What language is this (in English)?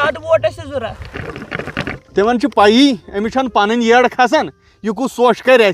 Kashmiri